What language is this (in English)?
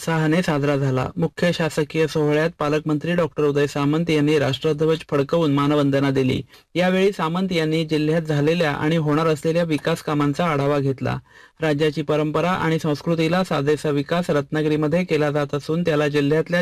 Marathi